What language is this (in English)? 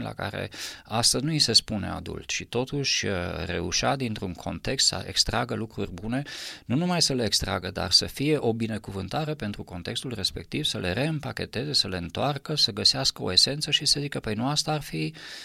Romanian